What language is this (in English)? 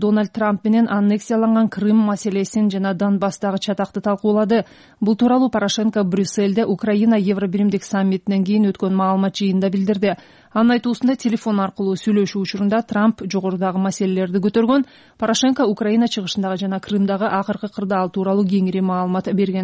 Kyrgyz